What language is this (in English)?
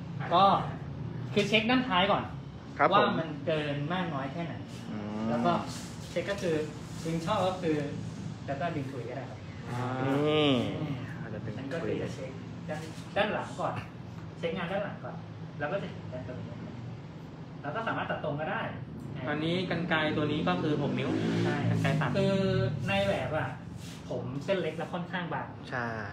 Thai